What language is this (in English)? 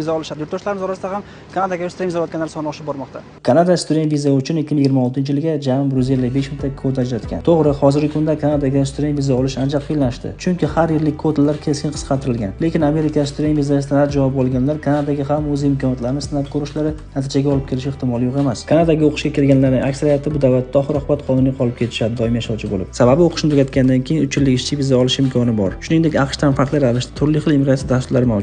Uzbek